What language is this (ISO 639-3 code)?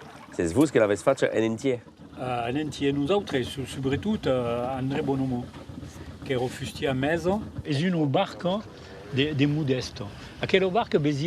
oci